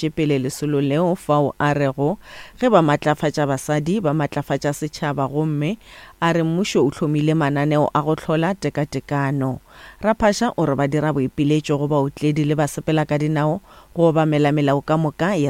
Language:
Northern Sotho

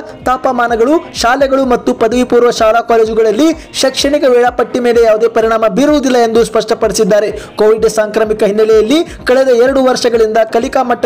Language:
Kannada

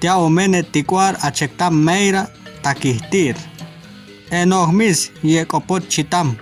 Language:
Chortí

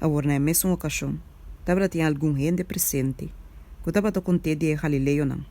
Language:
Papiamento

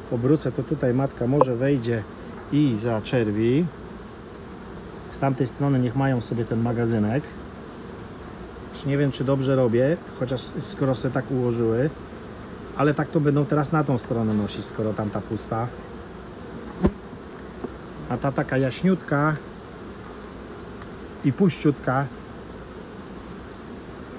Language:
Polish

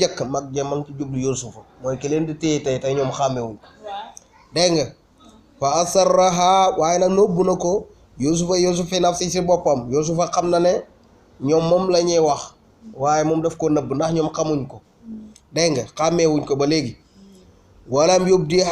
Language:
Wolof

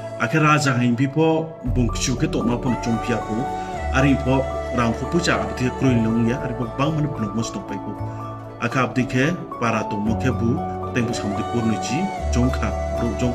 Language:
Riang (India)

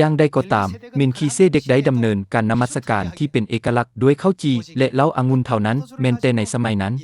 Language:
Lao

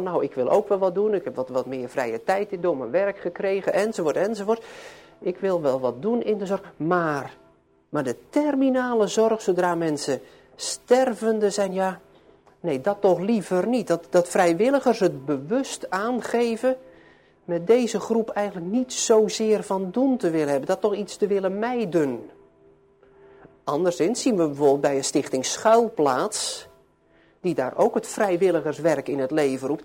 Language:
Dutch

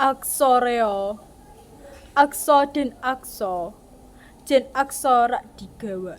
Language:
Javanese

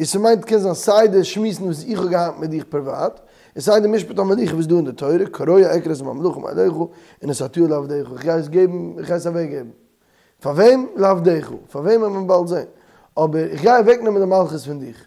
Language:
Yiddish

